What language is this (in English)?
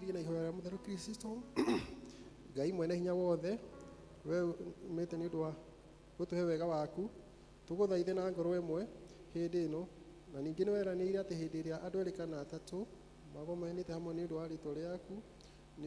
Kikuyu